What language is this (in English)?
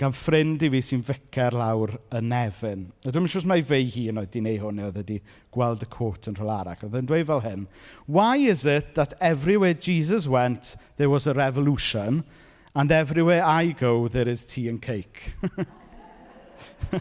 Welsh